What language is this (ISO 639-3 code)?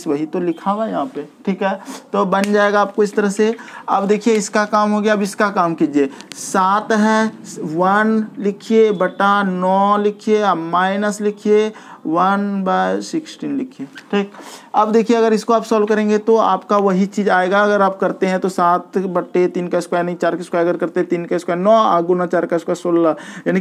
hin